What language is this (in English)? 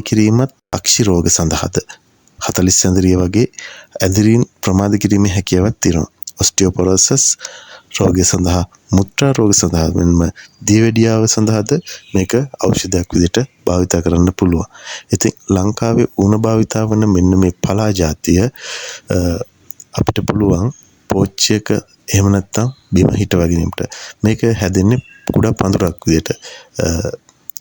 Sinhala